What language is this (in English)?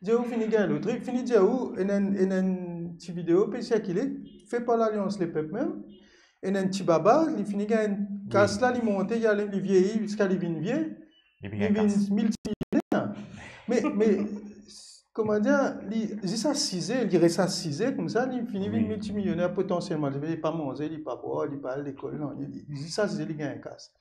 Morisyen